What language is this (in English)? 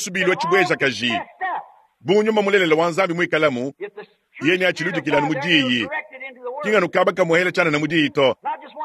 Luba-Lulua